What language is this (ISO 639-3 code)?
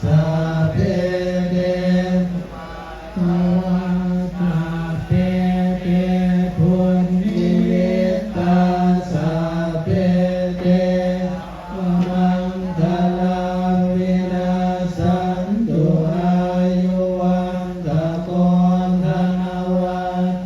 pli